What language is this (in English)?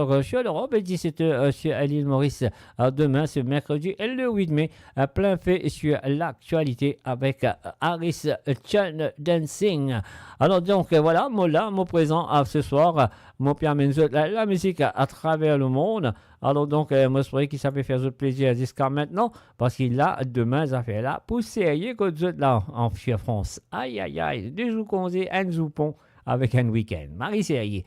Morisyen